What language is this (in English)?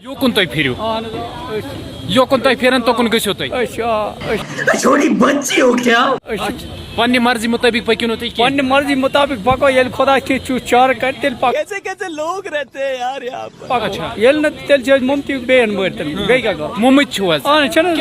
Kashmiri